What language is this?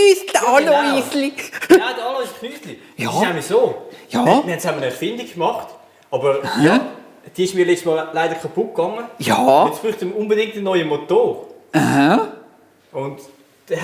Swiss German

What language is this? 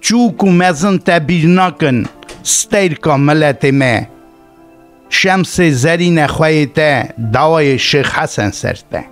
Kurdish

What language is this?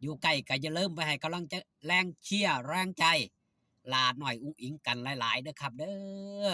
Northeastern Thai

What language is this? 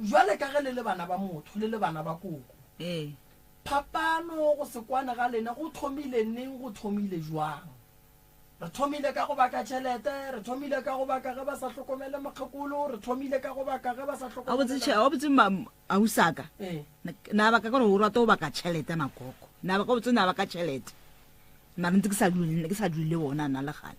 Northern Sotho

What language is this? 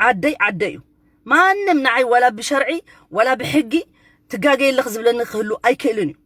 Tigrinya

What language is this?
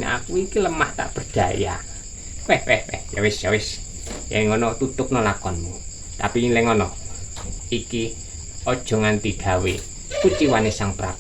Javanese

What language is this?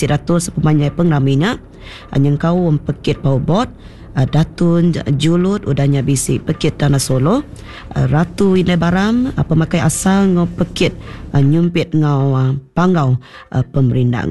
Iban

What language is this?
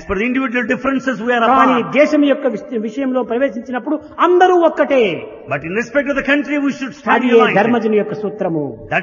Telugu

